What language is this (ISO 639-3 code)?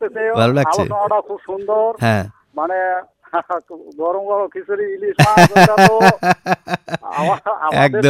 ben